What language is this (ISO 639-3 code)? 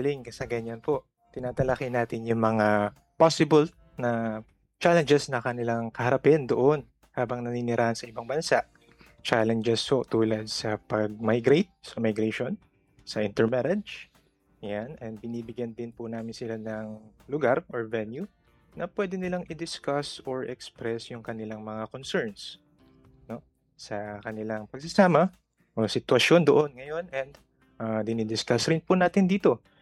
fil